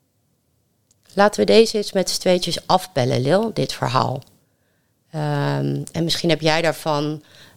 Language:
Dutch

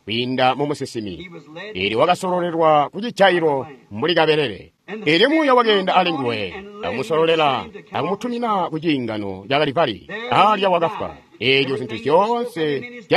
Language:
Tonga (Zambia)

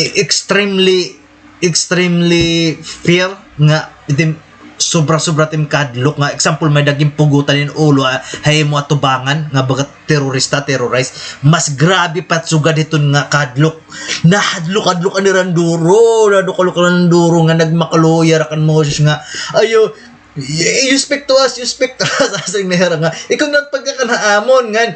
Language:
Waray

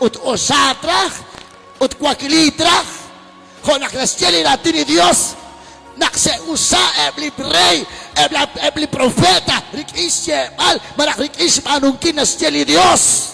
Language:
Kekchí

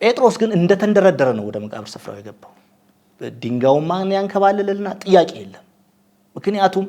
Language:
Amharic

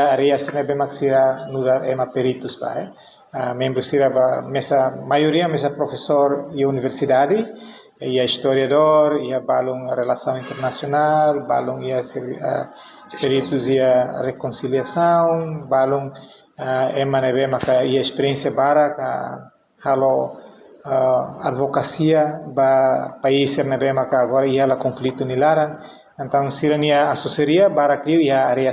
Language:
Tetum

